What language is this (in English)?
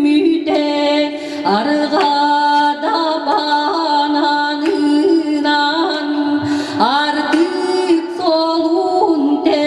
Yakut